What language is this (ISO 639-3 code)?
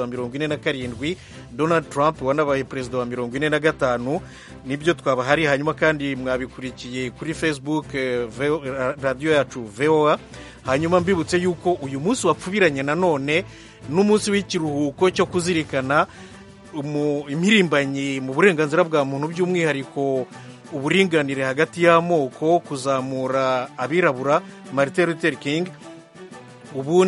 kin